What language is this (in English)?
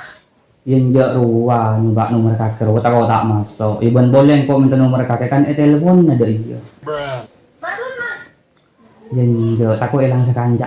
Madurese